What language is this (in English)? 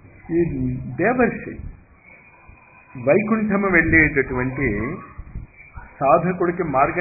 Telugu